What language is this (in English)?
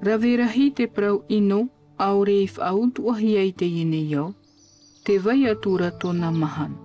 Tahitian